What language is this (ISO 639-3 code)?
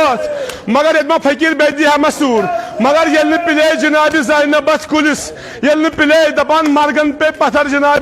kas